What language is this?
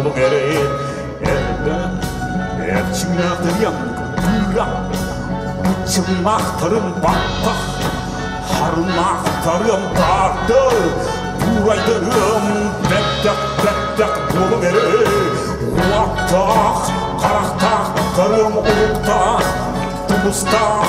Yakut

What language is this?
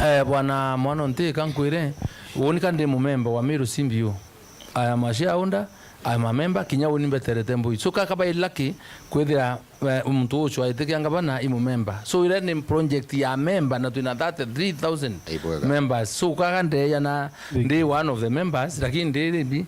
Meru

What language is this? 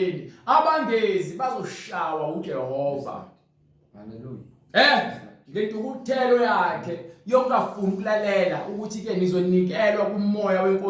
Zulu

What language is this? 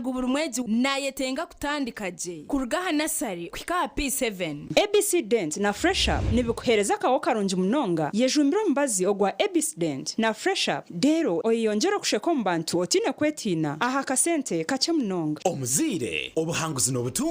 Nyankole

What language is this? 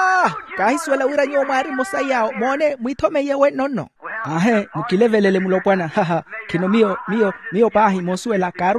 Makhuwa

